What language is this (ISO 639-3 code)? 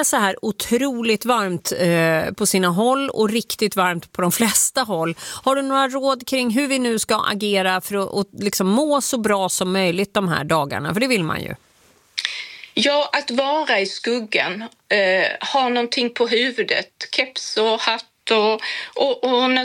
swe